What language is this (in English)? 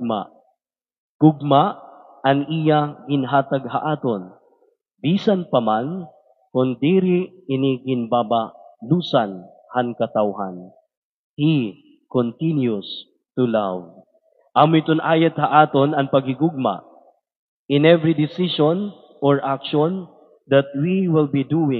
Waray